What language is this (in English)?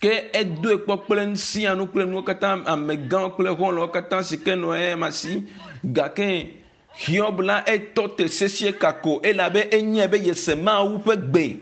Ewe